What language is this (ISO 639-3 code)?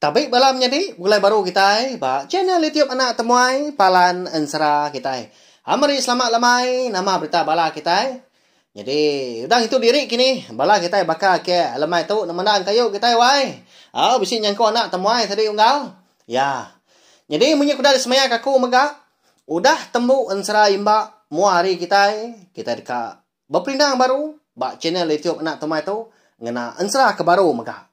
iba